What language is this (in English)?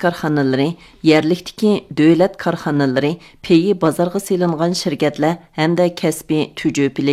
Uyghur